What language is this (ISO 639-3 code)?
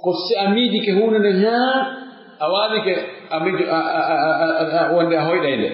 fuf